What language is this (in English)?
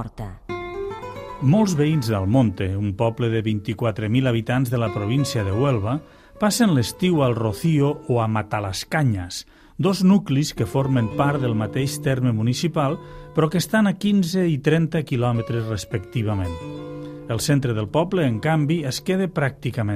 Catalan